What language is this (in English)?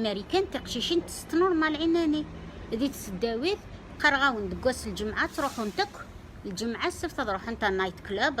Kabyle